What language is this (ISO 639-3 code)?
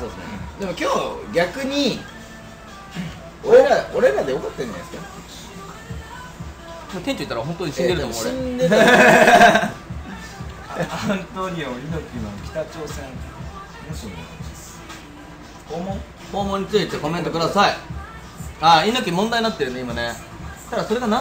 jpn